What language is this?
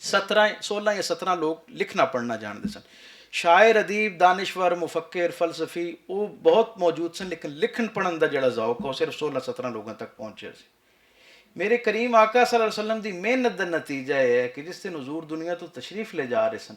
Western Panjabi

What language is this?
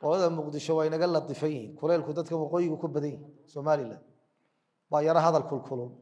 Somali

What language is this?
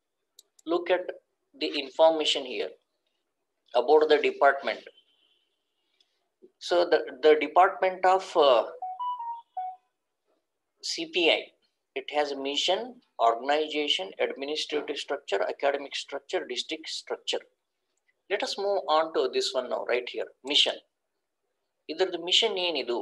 Kannada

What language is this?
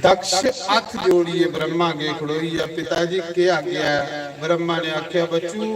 Dogri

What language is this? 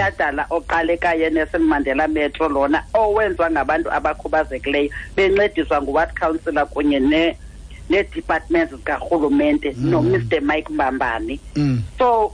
Xhosa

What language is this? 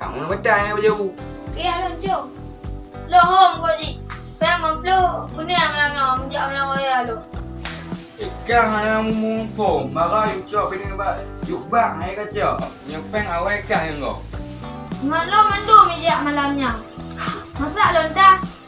Achinese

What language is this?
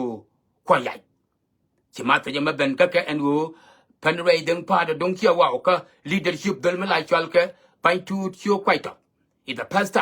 Nuer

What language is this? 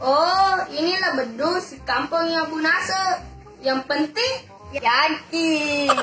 Buginese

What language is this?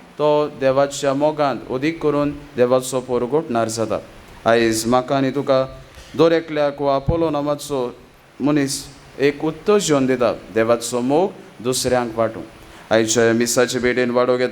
Konkani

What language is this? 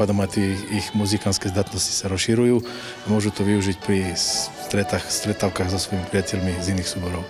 Slovak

